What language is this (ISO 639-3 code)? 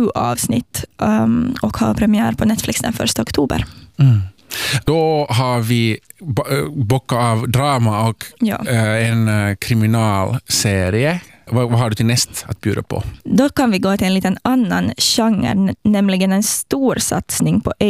swe